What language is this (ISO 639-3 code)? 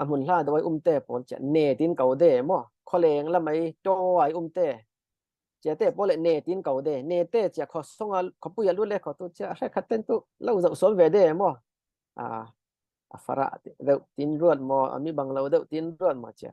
cfm